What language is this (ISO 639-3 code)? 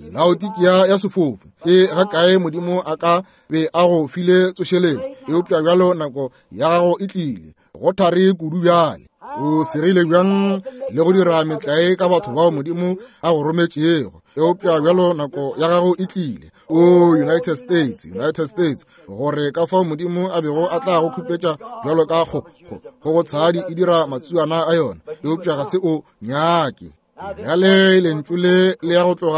nso